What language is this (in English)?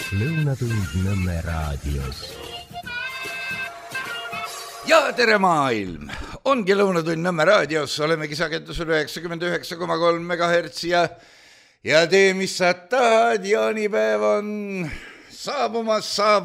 Estonian